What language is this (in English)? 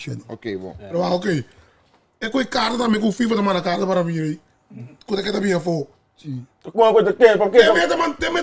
Papiamento